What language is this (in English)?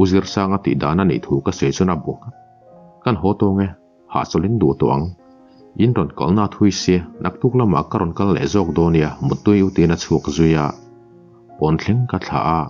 Mizo